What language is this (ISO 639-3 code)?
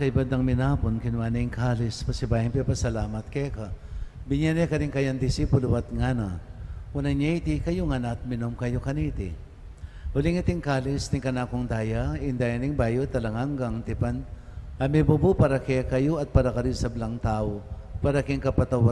pam